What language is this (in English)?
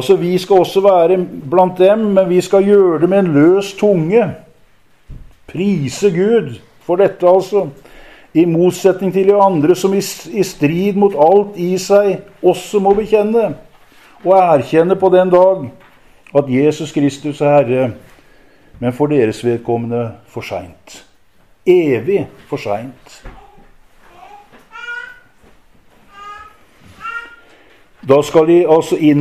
Norwegian